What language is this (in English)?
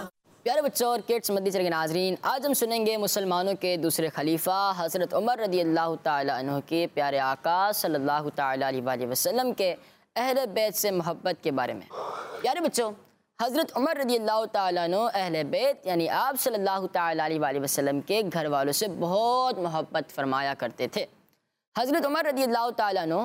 Urdu